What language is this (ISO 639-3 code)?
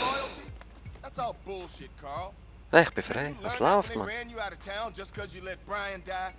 gsw